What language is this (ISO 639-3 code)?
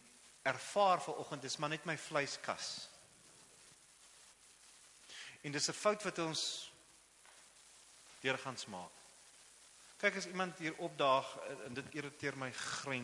afr